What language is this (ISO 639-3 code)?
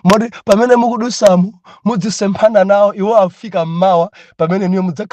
nya